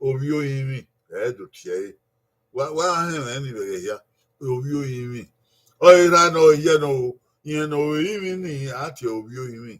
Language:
Bini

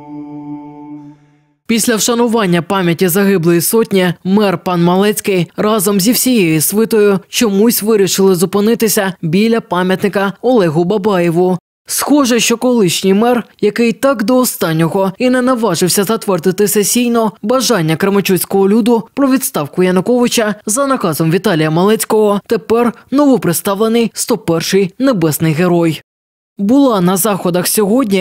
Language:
Ukrainian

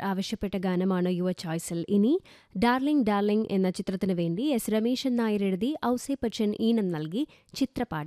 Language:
Malayalam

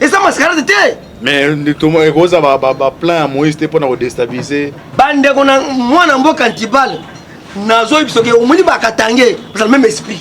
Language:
Lingala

